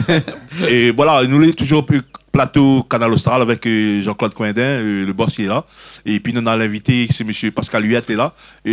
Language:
Réunion Creole French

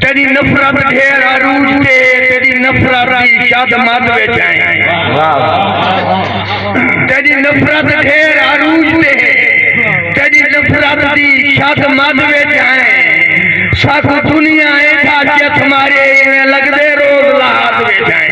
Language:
Saraiki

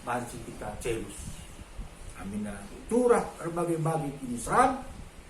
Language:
Batak Karo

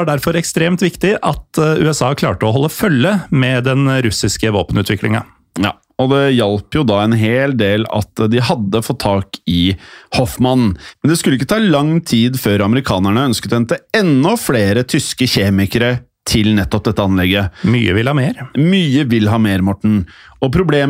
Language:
Norwegian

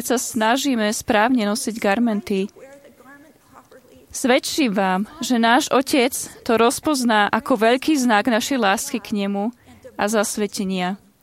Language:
Slovak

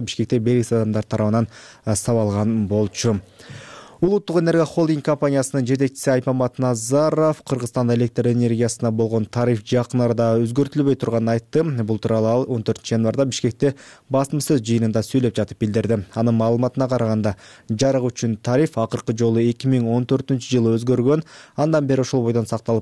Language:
Kyrgyz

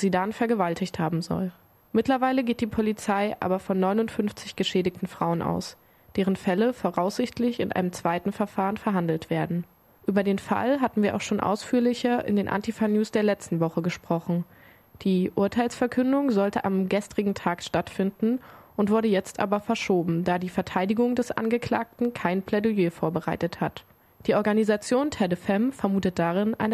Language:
German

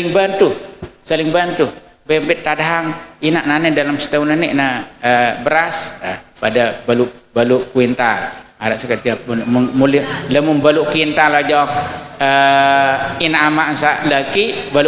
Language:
Sasak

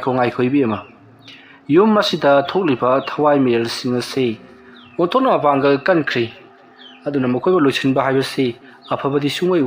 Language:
Manipuri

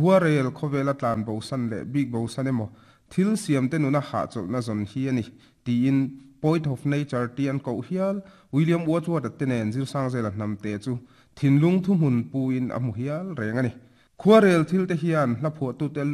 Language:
Mizo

